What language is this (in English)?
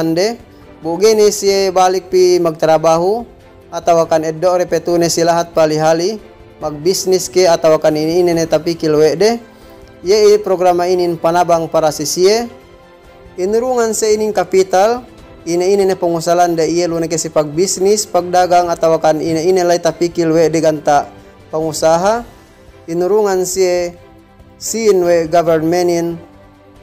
Yakan